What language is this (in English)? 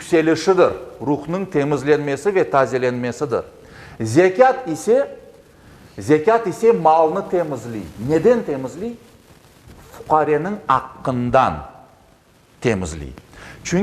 Crimean Tatar